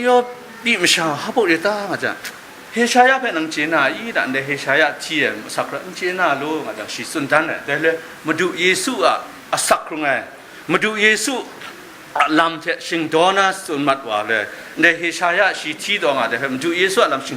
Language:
Kachin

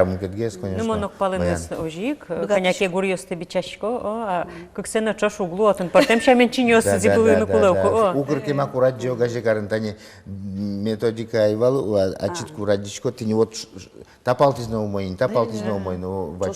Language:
Udmurt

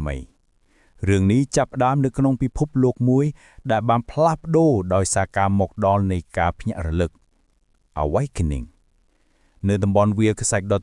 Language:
Khmer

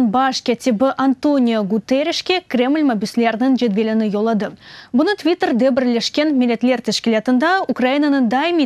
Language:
Crimean Tatar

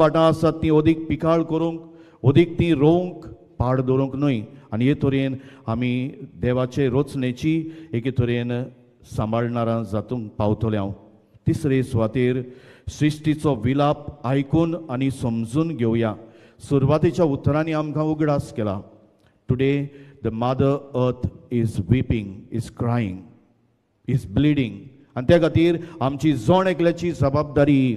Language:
Konkani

